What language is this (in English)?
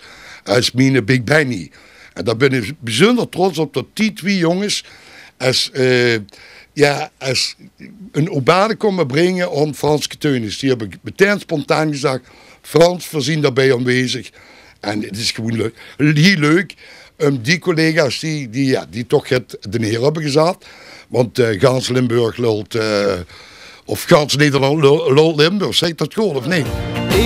Limburgish